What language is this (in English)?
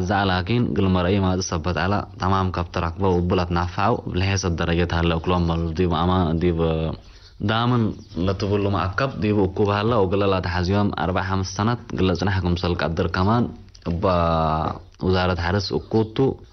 Tigre